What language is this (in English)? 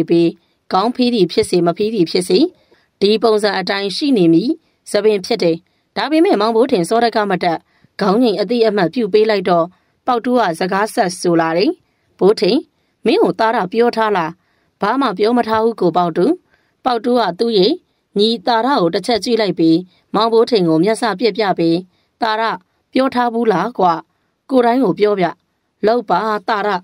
Burmese